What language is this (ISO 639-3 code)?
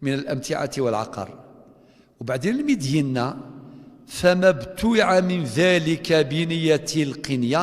kab